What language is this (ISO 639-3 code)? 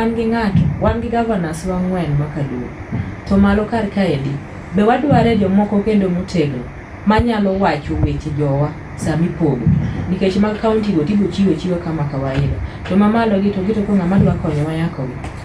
luo